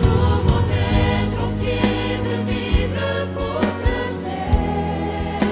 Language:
Tahitian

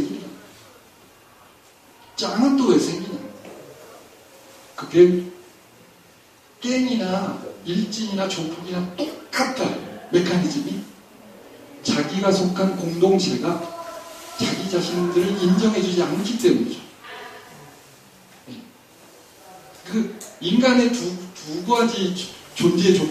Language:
Korean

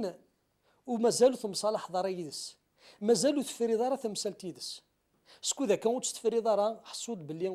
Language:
Kabyle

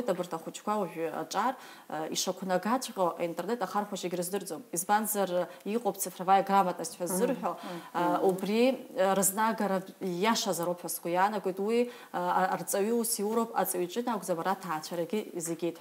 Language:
Abkhazian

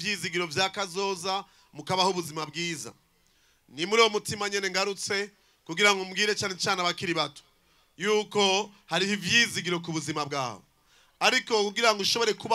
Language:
Rundi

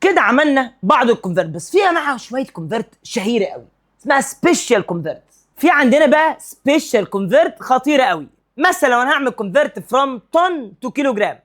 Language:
Egyptian Arabic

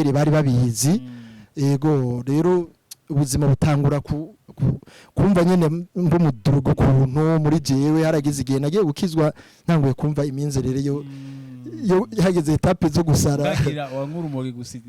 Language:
Rundi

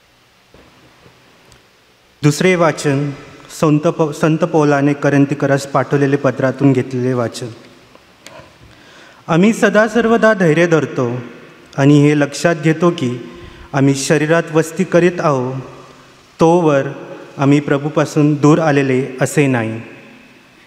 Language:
Marathi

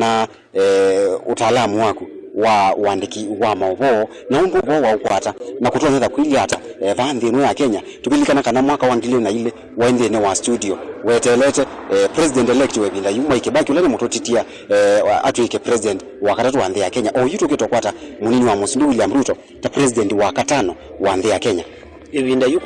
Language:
Kamba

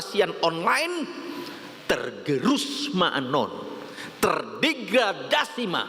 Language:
Batak Toba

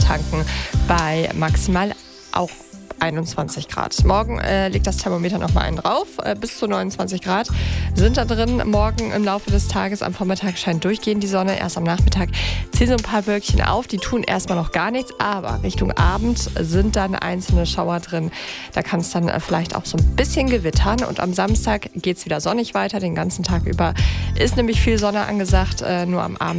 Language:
German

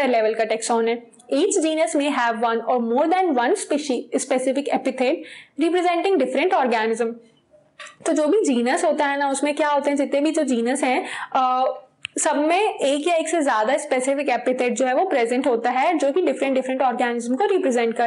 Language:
Hindi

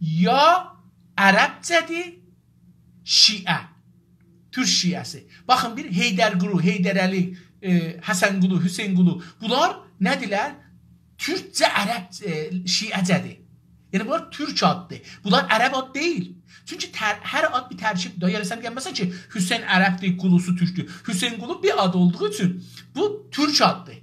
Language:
South Azerbaijani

